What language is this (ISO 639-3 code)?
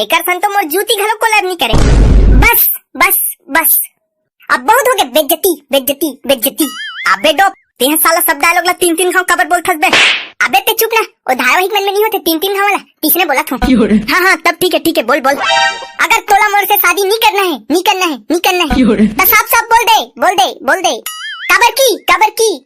hne